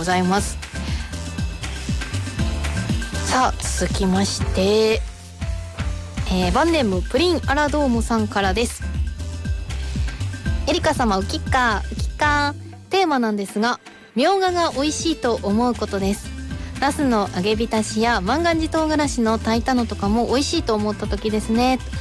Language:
Japanese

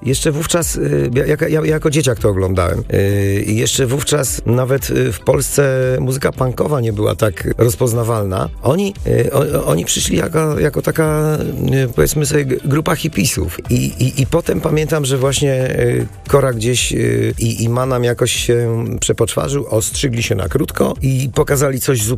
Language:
Polish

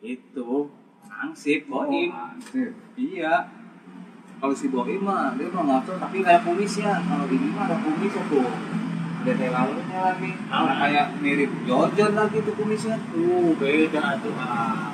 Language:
Betawi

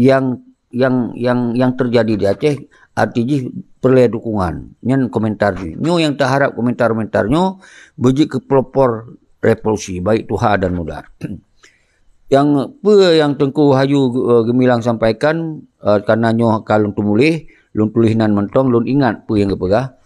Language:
Achinese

